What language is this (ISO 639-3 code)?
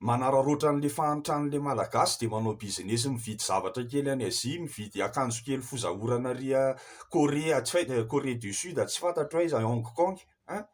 mlg